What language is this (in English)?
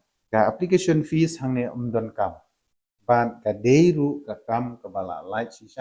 Khasi